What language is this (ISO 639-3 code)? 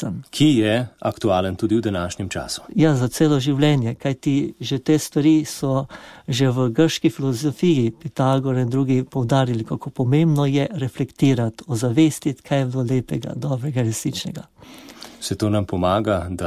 slv